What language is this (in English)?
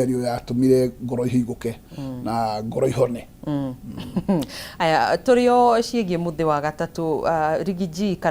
Kikuyu